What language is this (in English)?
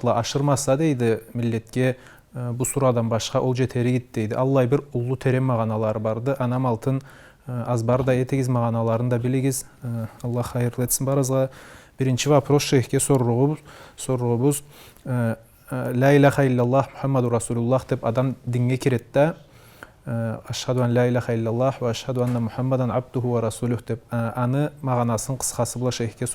Karachay-Balkar